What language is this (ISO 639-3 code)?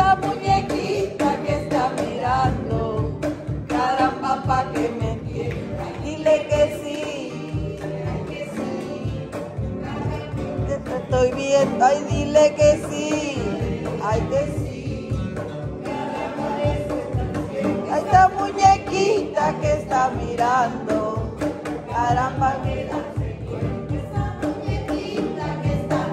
spa